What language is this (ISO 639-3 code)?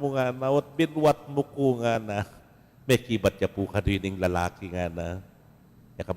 pam